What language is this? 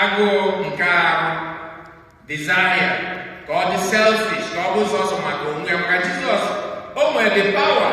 Igbo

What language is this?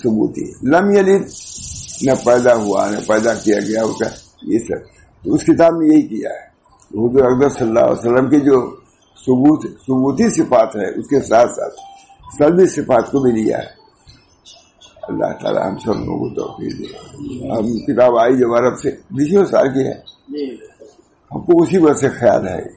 Urdu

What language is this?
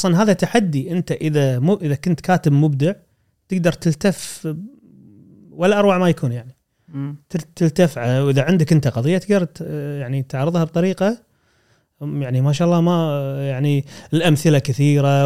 Gulf Arabic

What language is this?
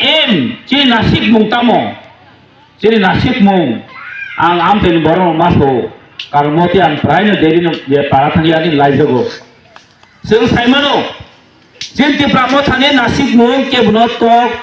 Kok Borok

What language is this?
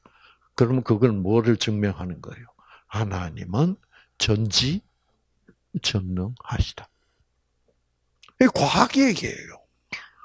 Korean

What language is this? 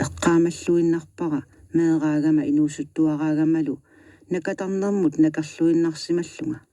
Kalaallisut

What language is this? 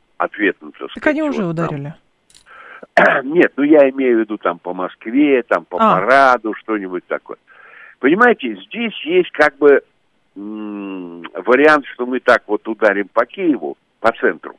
Russian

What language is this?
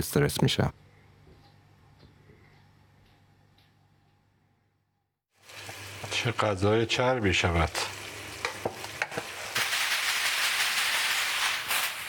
Persian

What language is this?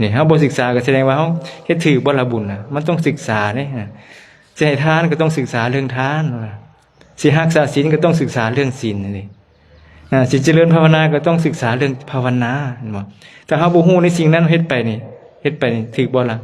Lao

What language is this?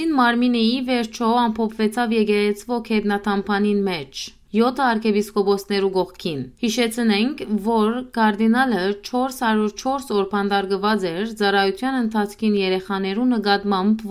Western Armenian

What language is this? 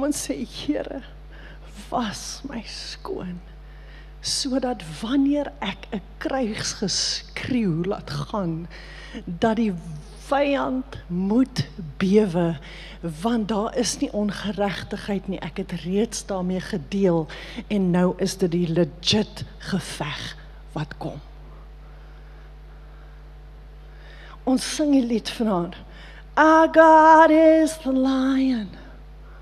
Afrikaans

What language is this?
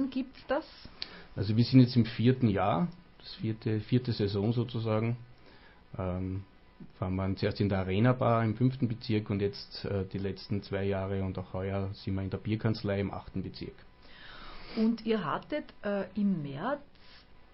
German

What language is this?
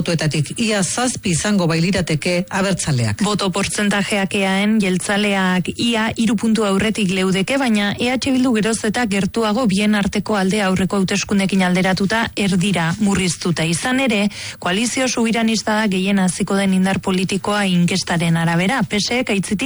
Basque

